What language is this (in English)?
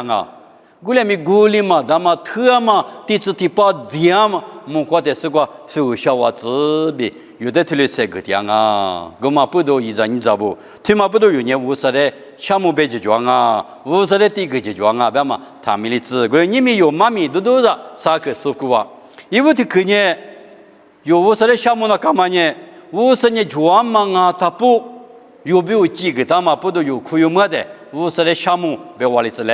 Lisu